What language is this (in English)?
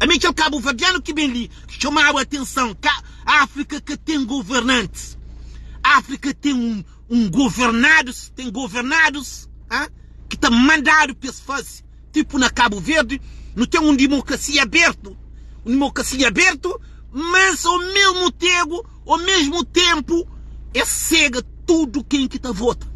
Kabuverdianu